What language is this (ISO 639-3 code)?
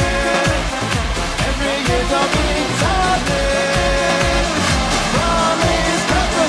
heb